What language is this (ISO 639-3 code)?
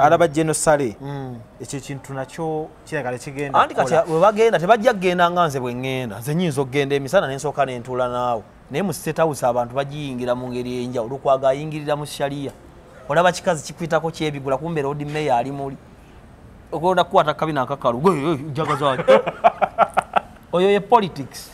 lug